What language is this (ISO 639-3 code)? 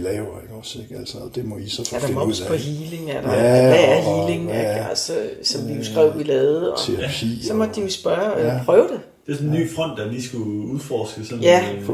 dan